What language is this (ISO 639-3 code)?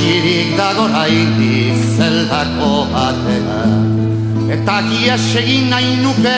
eus